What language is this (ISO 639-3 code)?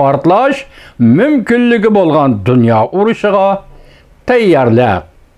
uig